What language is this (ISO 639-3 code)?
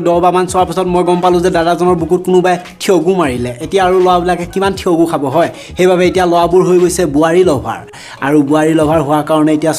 asm